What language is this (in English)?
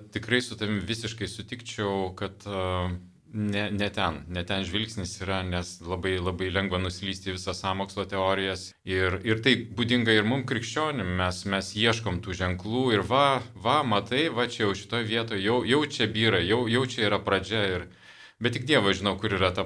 Lithuanian